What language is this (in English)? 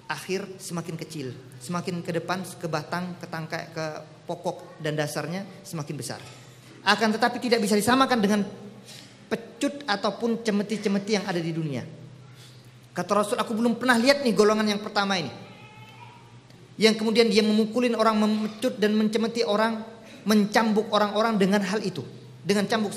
Indonesian